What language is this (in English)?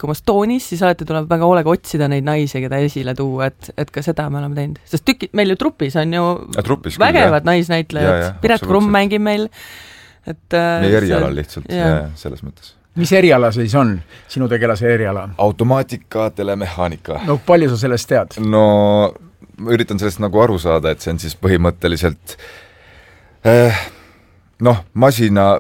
Estonian